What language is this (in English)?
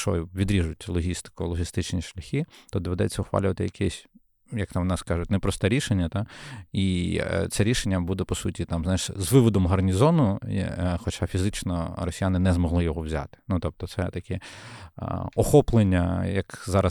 Ukrainian